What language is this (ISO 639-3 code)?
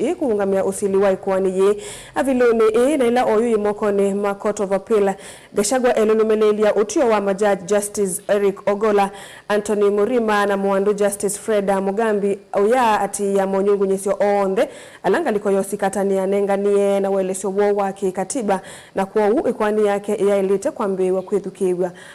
kam